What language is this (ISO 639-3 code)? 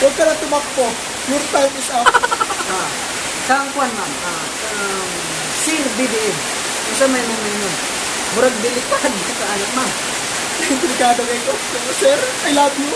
ceb